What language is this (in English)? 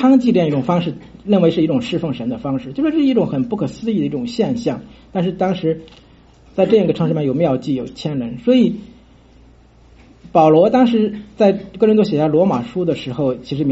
Chinese